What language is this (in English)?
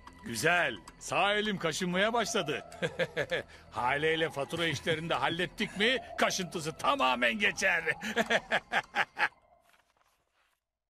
Turkish